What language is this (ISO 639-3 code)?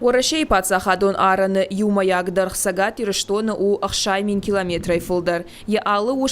oss